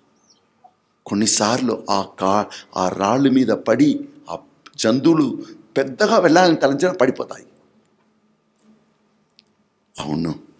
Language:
Telugu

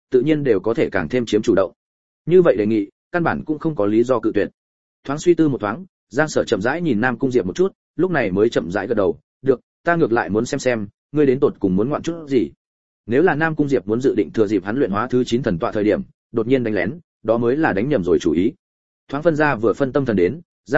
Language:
Vietnamese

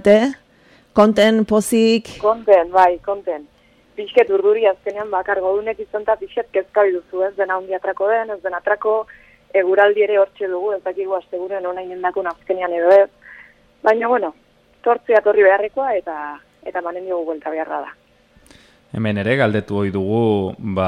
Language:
Basque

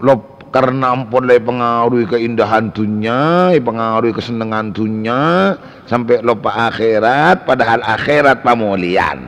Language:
Madurese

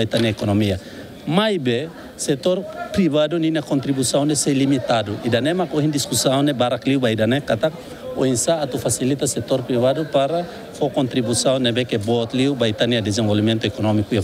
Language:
Tetum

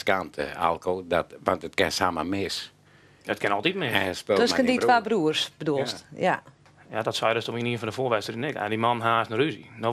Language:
Western Frisian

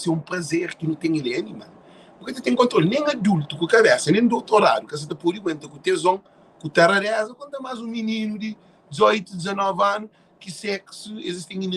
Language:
Kabuverdianu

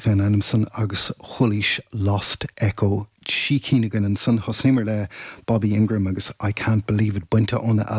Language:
Irish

